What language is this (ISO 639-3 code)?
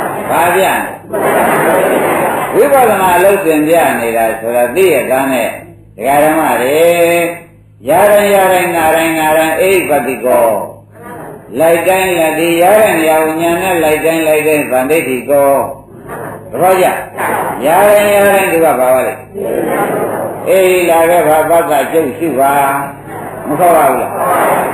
mya